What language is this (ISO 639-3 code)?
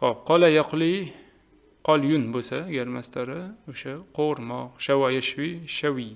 uzb